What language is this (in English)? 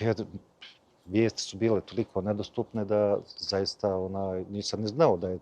Bosnian